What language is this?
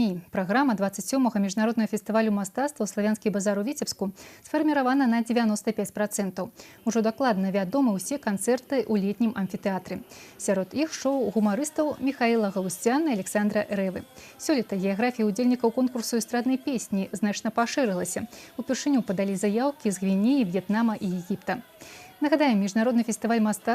Belarusian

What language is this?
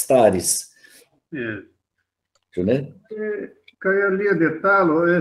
Esperanto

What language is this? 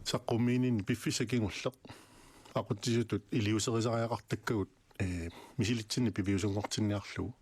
Kalaallisut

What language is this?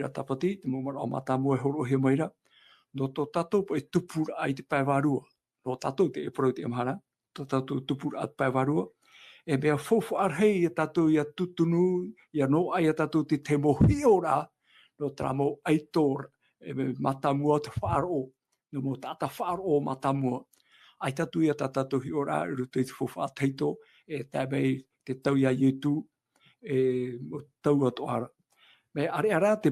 Tahitian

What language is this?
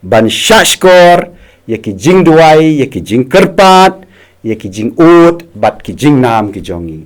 Khasi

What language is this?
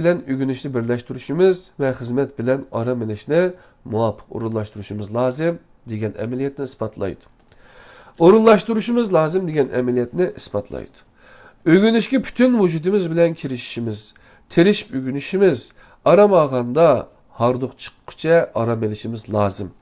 Uyghur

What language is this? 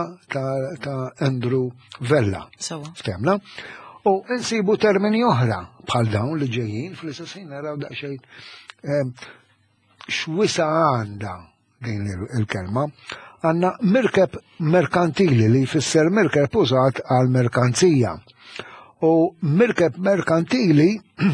Maltese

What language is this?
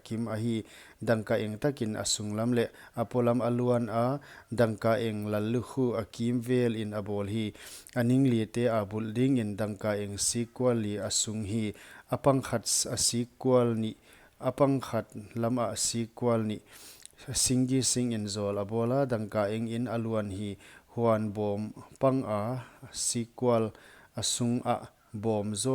Paite Chin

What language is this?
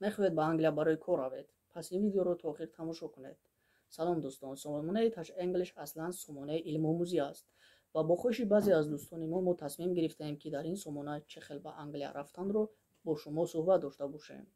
Tajik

